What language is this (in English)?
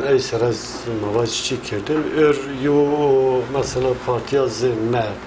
Zaza